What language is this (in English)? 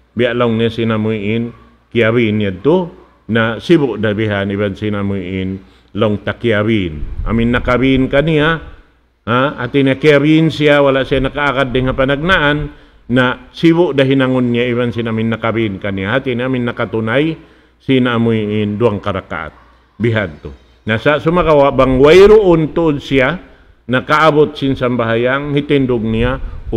Tausug